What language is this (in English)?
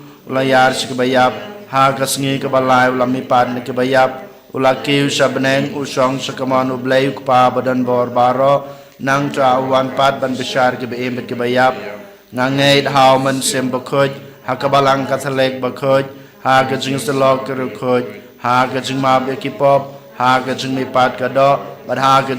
Khasi